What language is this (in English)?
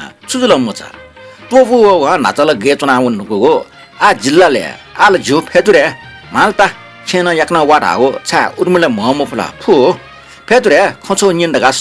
Newari